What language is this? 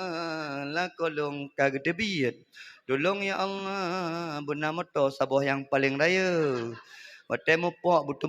Achinese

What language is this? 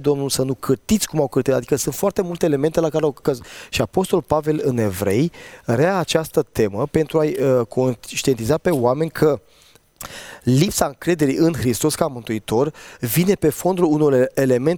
Romanian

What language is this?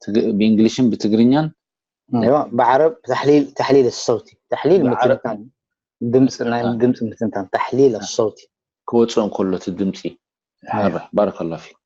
Tigrinya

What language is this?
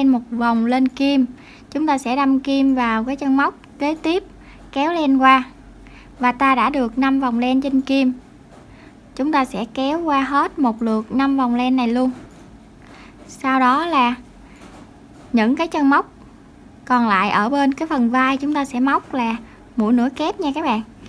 Vietnamese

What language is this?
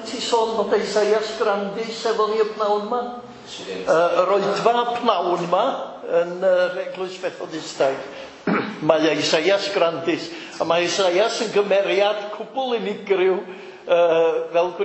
Welsh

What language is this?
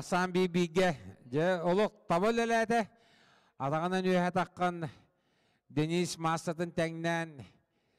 Yakut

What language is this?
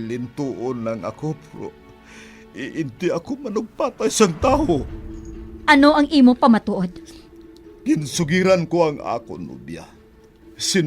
Hiligaynon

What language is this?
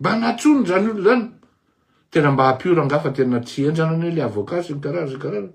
Malagasy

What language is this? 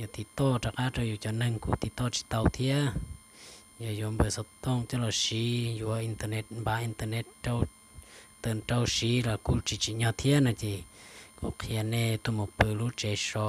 Hmong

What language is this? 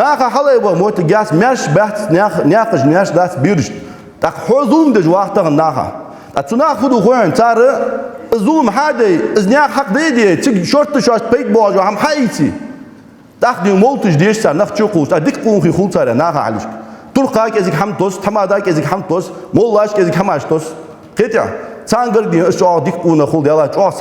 Ingush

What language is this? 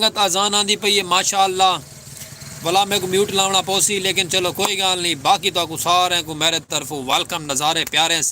Saraiki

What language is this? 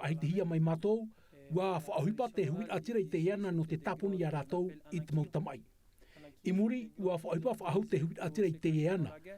Tahitian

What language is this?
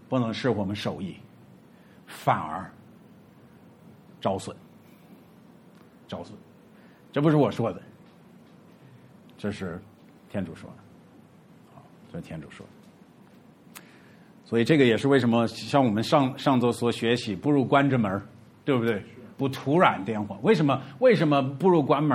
Chinese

